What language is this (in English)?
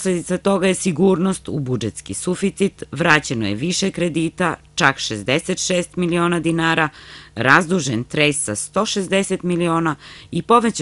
Serbian